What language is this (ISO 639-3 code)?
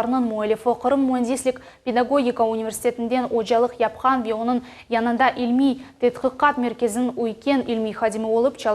crh